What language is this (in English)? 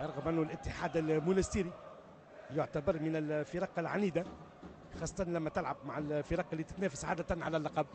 Tunisian Arabic